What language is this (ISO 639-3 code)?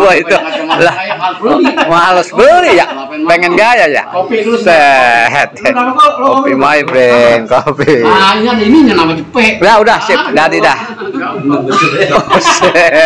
bew